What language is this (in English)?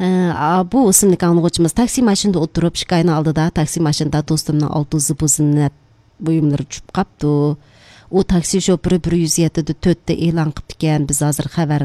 Uyghur